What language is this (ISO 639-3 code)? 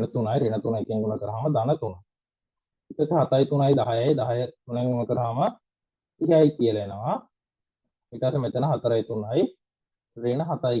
sin